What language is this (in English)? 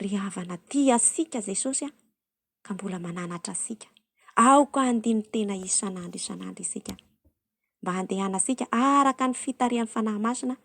Malagasy